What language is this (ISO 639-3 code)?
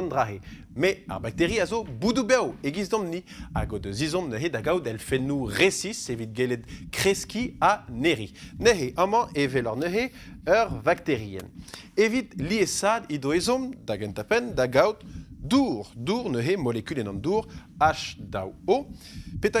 bre